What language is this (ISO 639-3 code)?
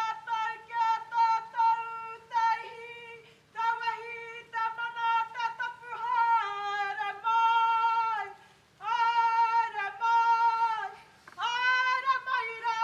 mri